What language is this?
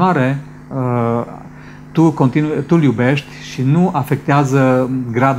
Romanian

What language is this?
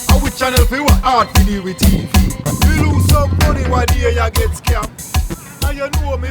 Jamaican Creole English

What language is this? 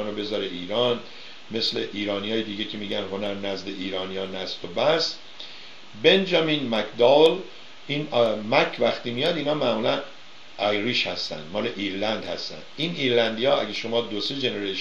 Persian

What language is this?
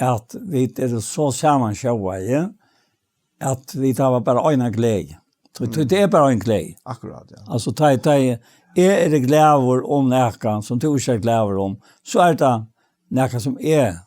Faroese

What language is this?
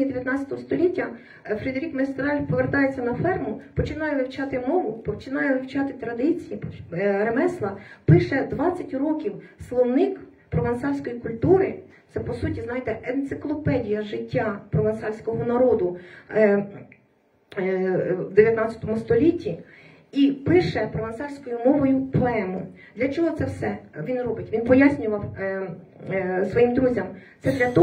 Ukrainian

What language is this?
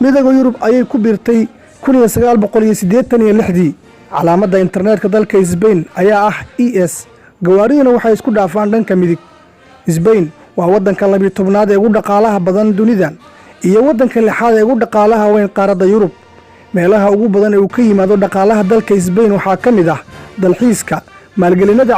Somali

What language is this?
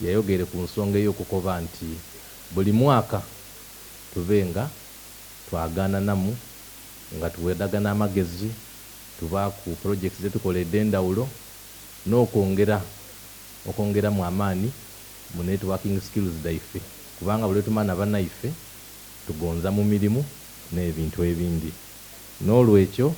Soga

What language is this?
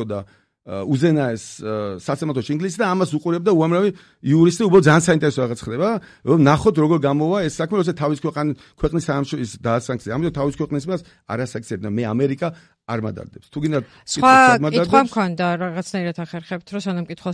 Georgian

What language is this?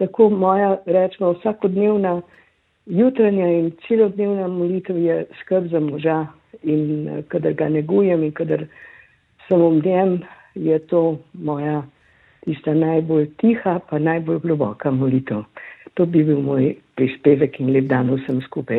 Slovenian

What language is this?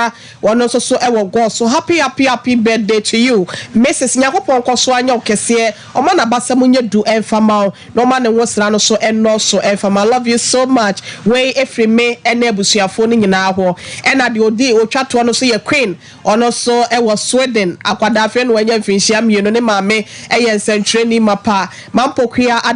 Akan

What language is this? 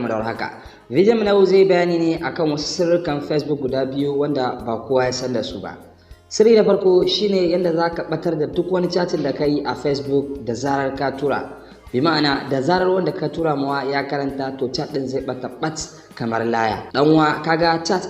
Hausa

